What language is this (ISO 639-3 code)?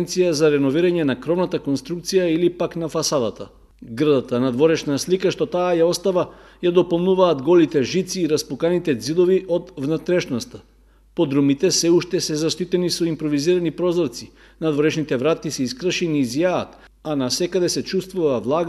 mkd